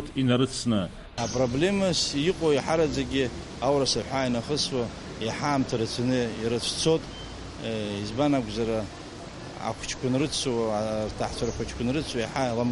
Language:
Abkhazian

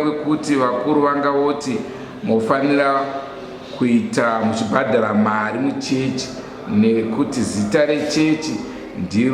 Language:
Shona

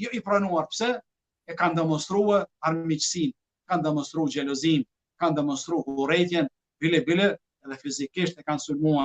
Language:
Albanian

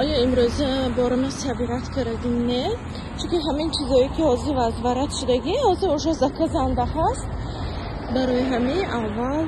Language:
Tajik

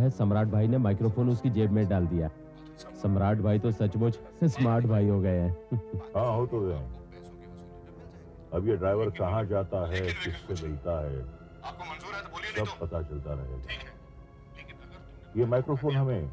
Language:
Hindi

